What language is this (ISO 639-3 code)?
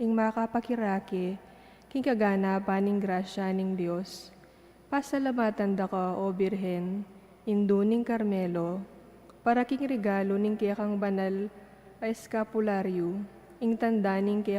pam